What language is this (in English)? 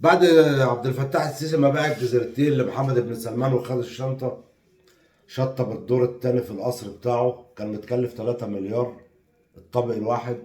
Egyptian Arabic